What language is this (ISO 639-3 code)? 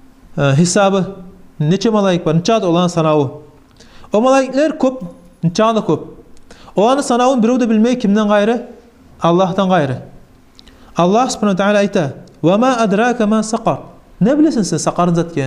kum